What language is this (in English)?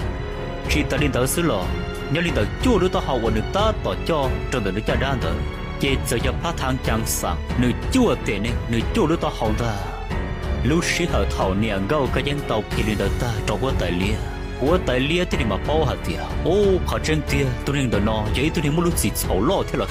Hmong